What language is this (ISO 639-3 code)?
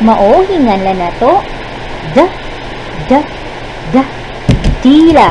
ceb